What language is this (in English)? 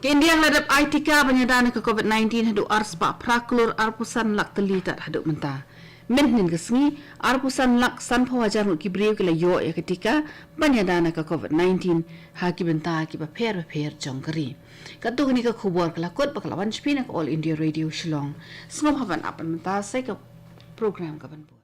Khasi